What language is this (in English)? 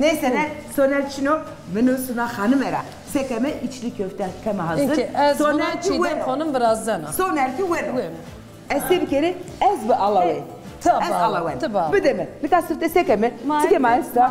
Zaza